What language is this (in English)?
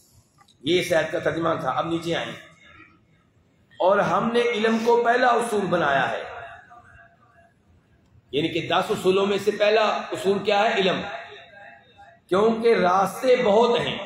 Urdu